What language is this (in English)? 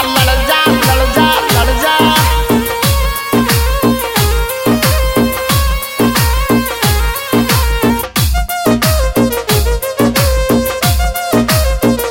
Hindi